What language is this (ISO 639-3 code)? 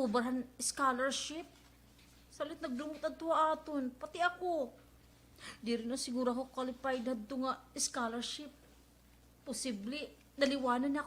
war